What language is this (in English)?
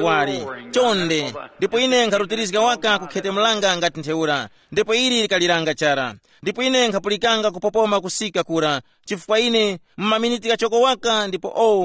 Tumbuka